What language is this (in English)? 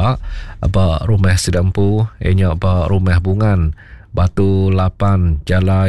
Iban